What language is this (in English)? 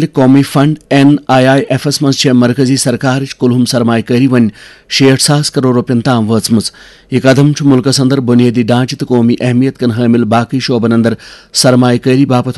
Kashmiri